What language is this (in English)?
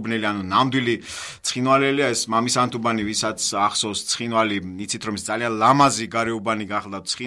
Georgian